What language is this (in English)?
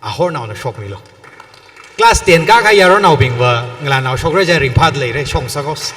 Tangkhul Naga (India)